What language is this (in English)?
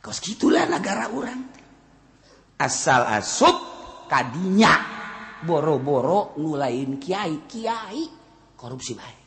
Sundanese